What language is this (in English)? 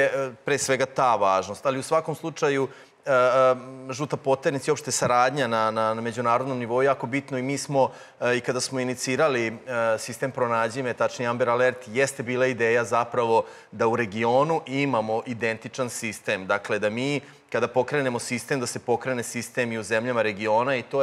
Serbian